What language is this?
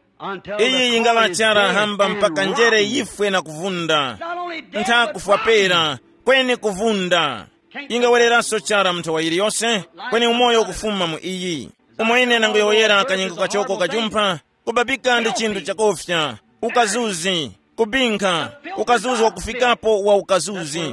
Tumbuka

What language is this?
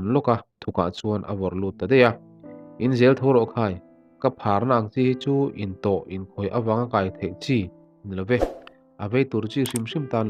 Mizo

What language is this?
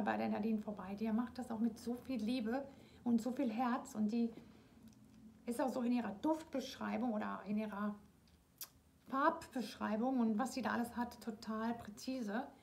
German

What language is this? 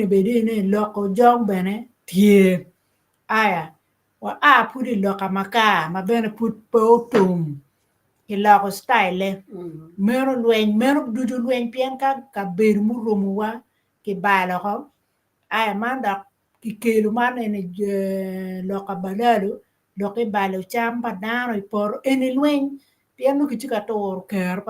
Acoli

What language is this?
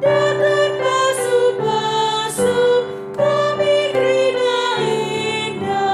Batak Karo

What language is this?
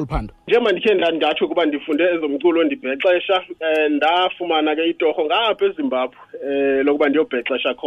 Xhosa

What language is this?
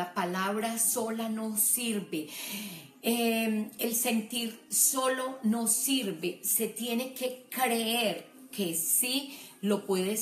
Spanish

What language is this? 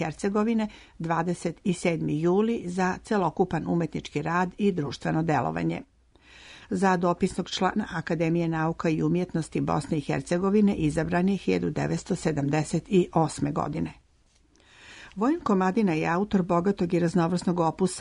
Serbian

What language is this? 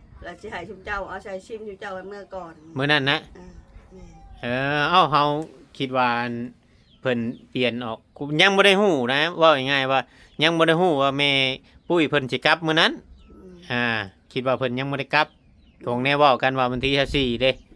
Northeastern Thai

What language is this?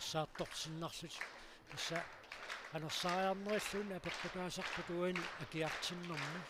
Kalaallisut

